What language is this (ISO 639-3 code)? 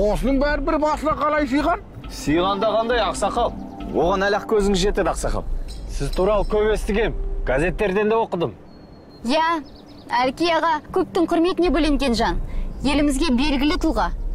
kaz